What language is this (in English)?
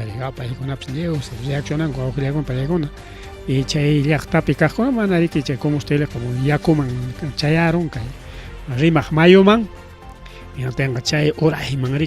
Ayacucho Quechua